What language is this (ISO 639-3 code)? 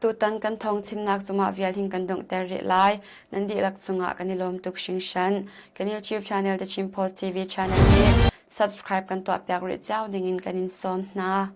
cnh